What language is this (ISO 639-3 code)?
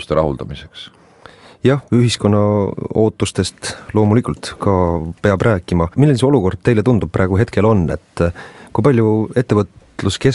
est